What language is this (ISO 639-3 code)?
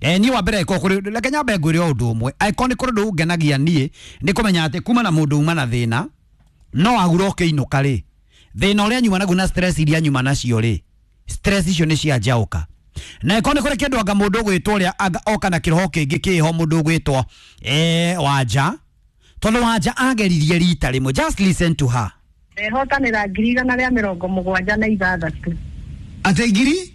kik